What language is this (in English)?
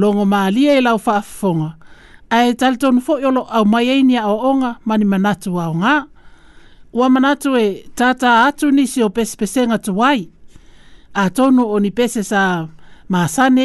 Samoan